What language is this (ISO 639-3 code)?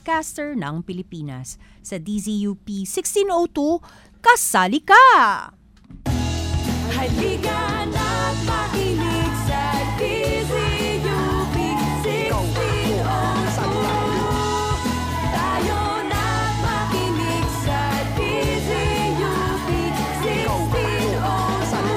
fil